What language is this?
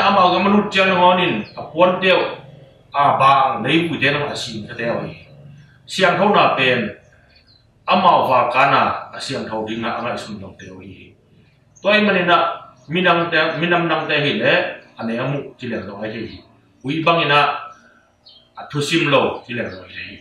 Tedim Chin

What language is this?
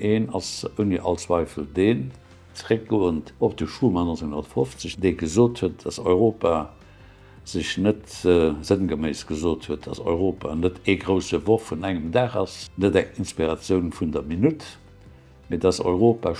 Luxembourgish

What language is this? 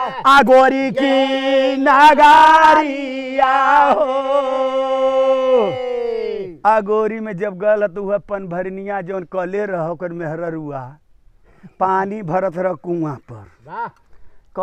Bhojpuri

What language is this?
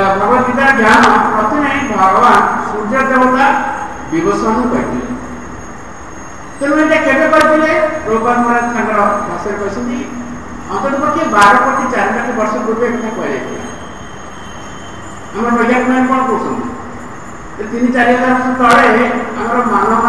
Odia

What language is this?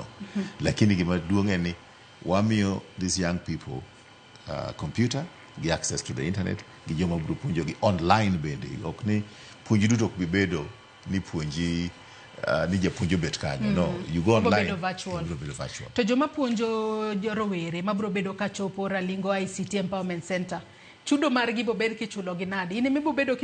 Luo (Kenya and Tanzania)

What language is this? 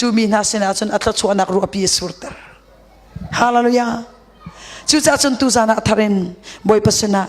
Hakha Chin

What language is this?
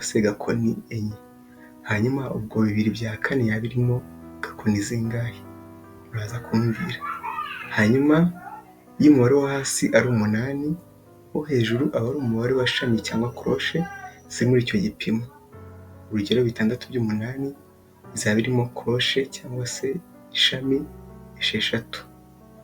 Kinyarwanda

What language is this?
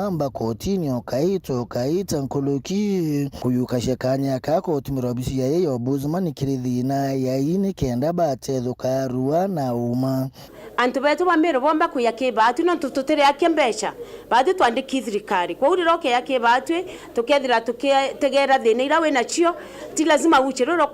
Meru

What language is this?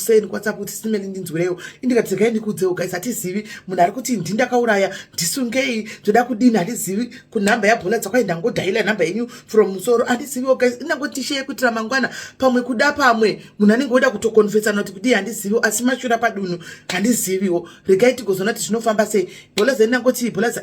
Shona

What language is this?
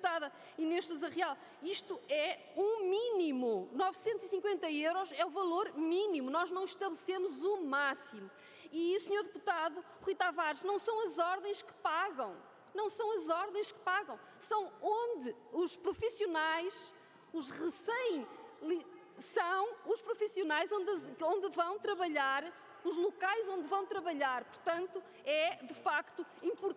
Portuguese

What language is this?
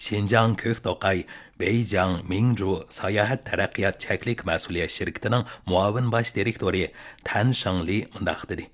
Uyghur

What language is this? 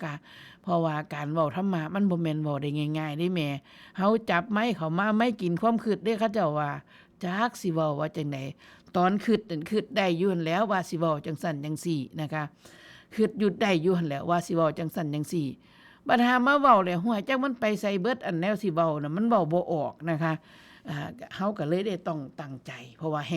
Northeastern Thai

